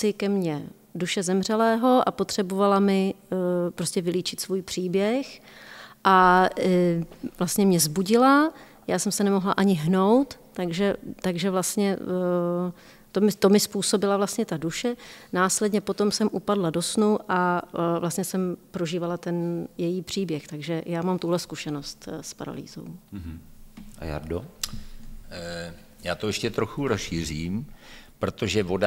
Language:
Czech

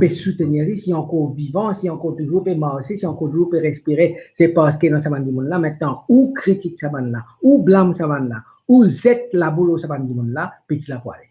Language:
Morisyen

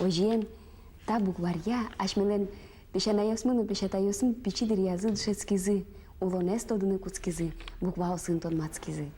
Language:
Udmurt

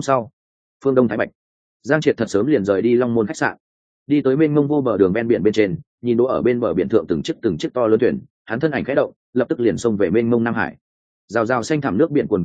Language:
Vietnamese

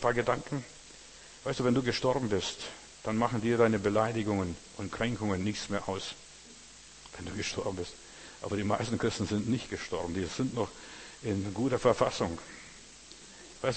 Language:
German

